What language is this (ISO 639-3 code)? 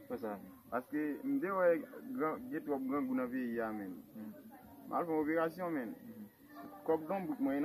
hat